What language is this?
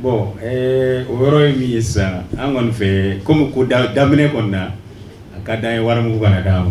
Bambara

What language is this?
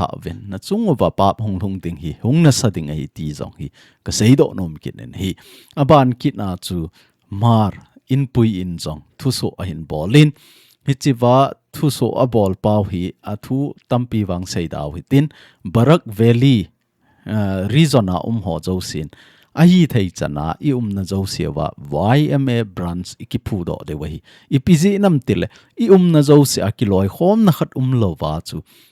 Thado Chin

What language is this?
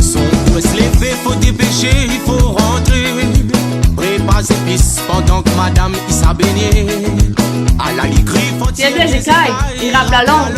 Réunion Creole French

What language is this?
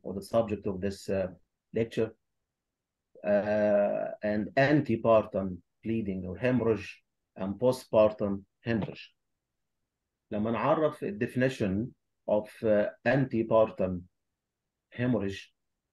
Egyptian Arabic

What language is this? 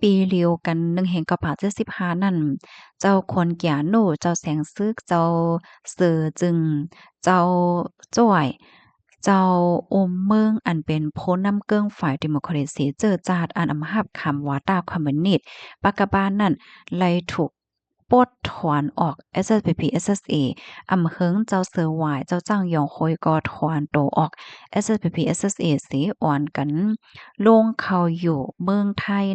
Shan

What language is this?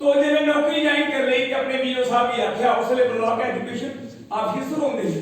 Dogri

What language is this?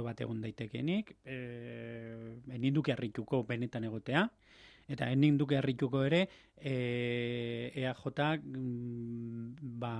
Basque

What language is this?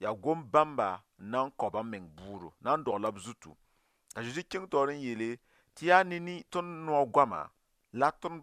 Mossi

